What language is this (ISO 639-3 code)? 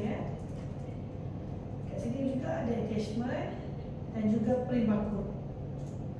msa